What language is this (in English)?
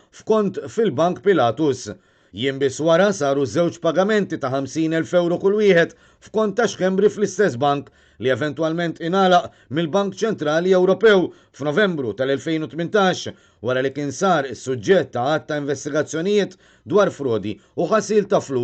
Maltese